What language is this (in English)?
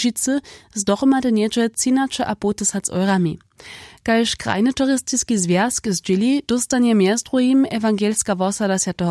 Upper Sorbian